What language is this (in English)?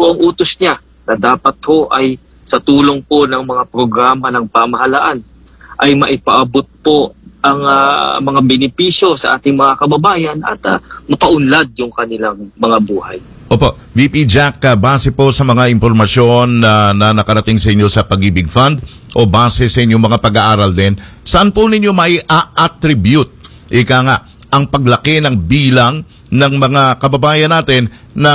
Filipino